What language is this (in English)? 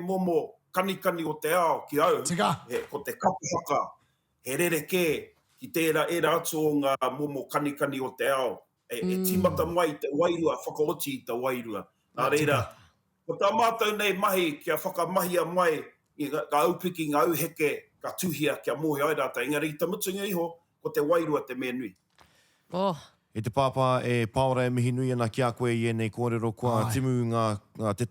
Māori